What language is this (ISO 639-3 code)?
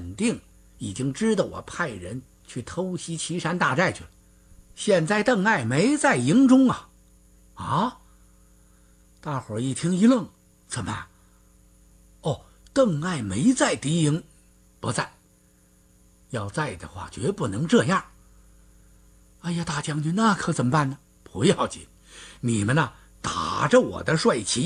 zho